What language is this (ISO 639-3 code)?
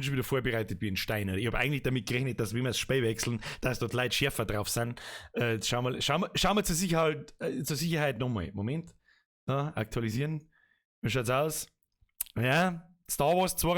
bar